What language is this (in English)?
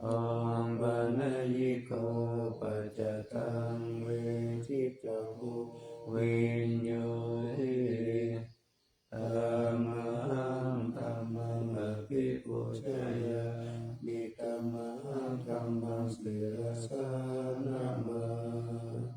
Pali